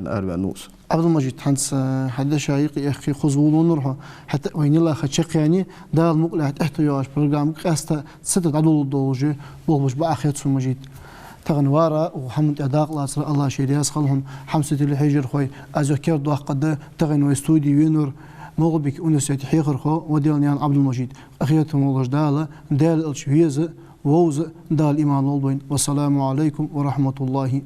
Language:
Ingush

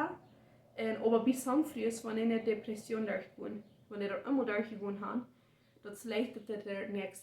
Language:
Plautdietsch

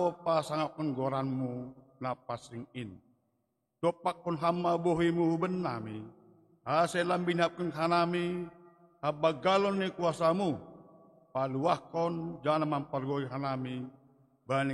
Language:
Batak Simalungun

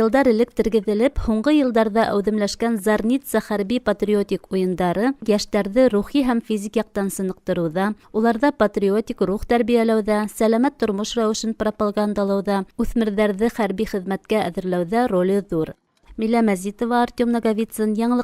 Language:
Bashkir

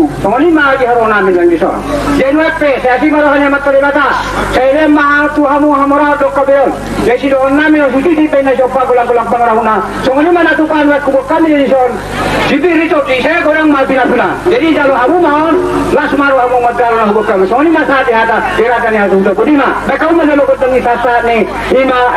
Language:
Batak Toba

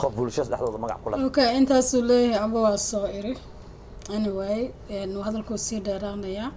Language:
Somali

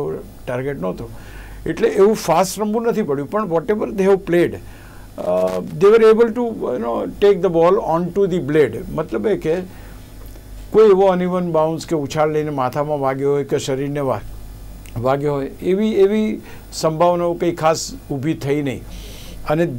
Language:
Gujarati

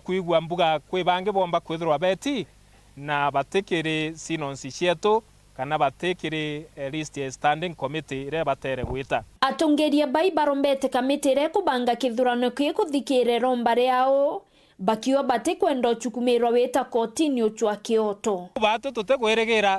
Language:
Meru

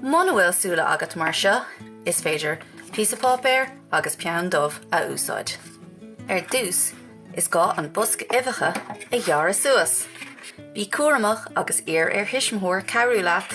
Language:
Irish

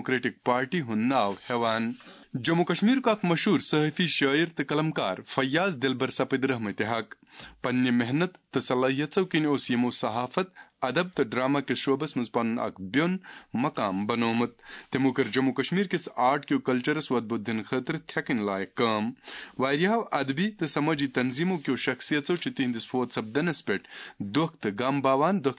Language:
Kashmiri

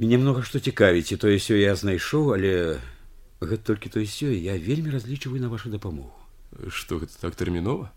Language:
Belarusian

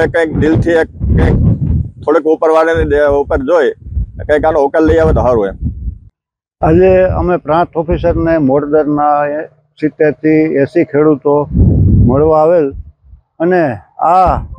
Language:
Gujarati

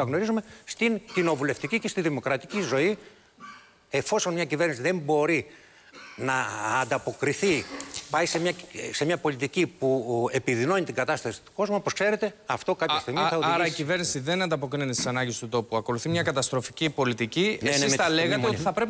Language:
Greek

